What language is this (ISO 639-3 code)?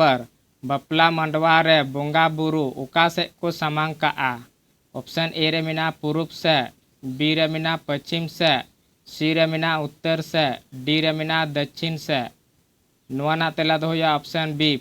sat